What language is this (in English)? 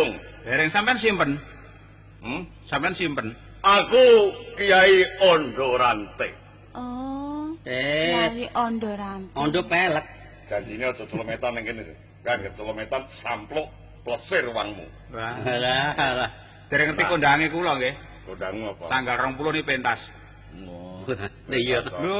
Javanese